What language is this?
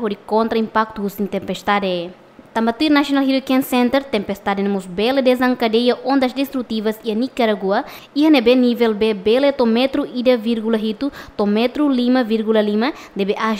Tetum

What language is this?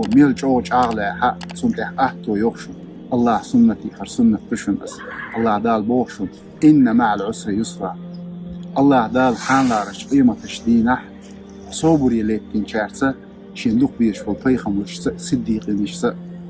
Chechen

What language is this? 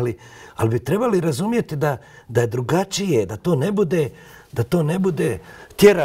Bosnian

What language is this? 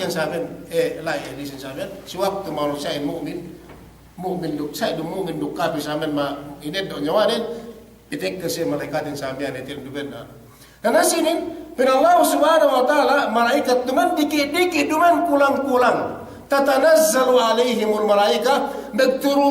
Yakan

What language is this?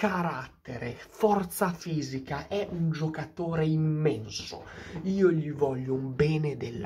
Italian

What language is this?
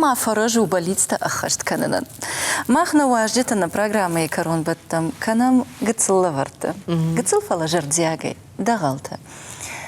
Ossetic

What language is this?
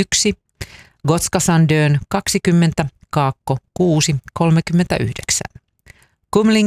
Finnish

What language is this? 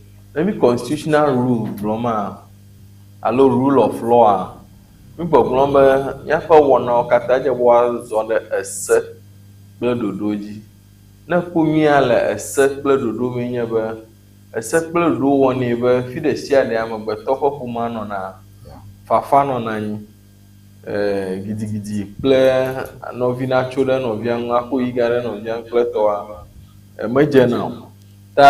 Ewe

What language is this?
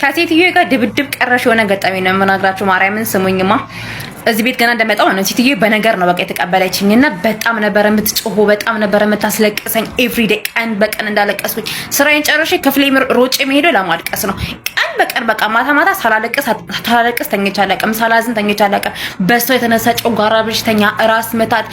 Amharic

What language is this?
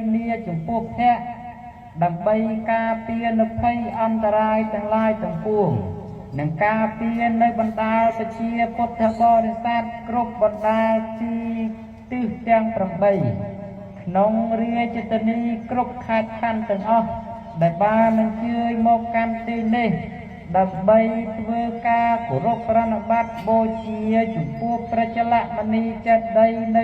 Khmer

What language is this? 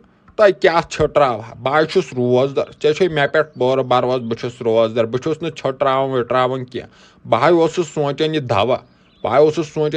Kashmiri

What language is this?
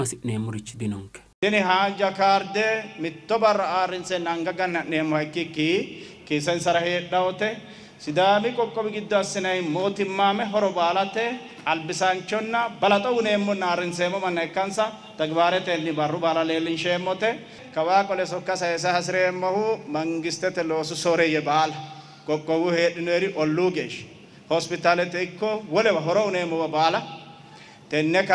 Sidamo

